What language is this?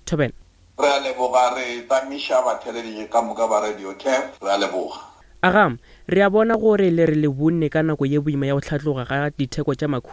Northern Sotho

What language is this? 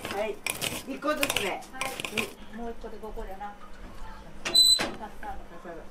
Japanese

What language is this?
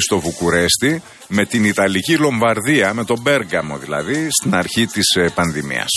Greek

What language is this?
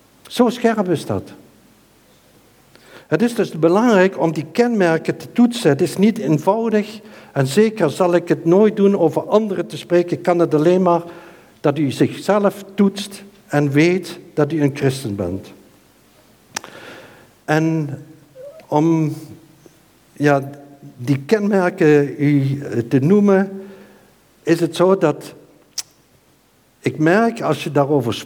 Dutch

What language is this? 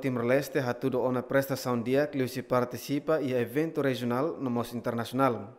Tetum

